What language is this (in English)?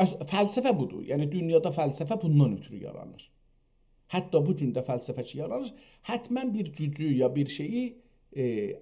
South Azerbaijani